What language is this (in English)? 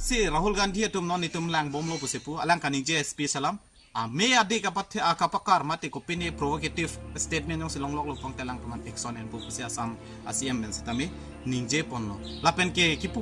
Karbi